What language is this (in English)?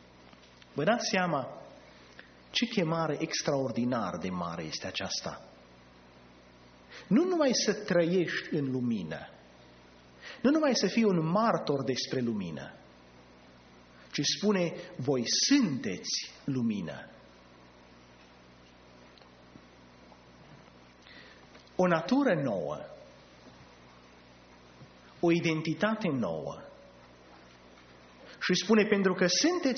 Romanian